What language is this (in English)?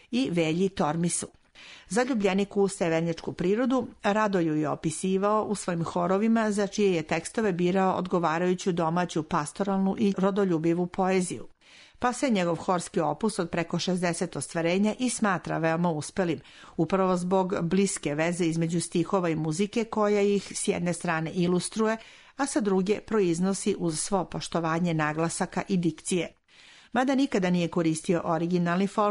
Serbian